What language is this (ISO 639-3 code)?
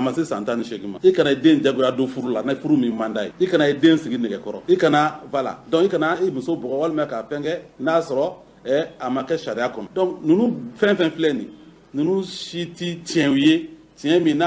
bam